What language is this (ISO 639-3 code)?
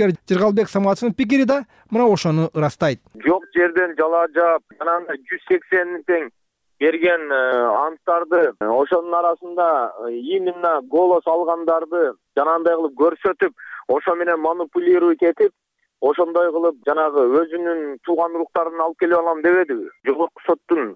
kir